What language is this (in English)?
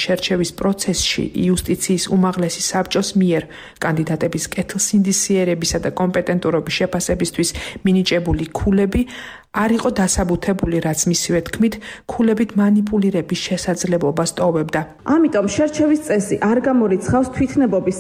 Georgian